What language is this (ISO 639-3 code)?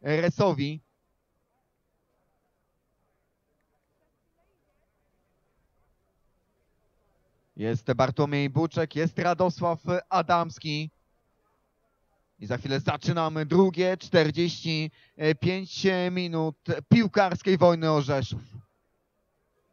pol